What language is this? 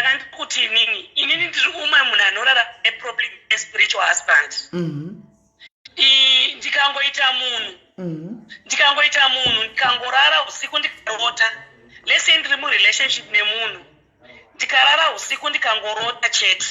Shona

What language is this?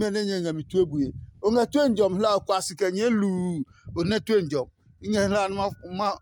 Adangme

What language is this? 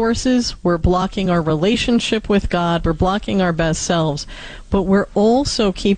English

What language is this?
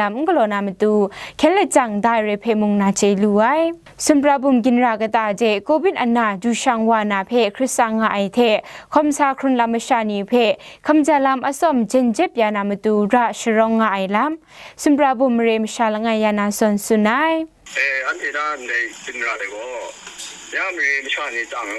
Kachin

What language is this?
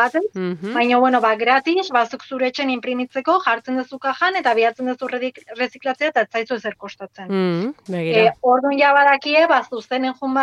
Basque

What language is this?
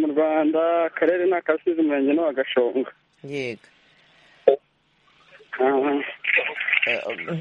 Kinyarwanda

